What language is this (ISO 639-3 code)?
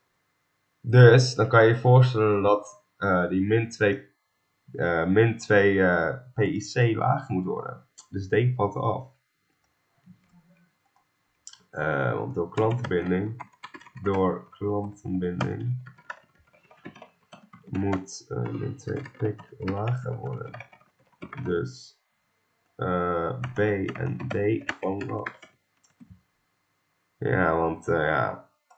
nld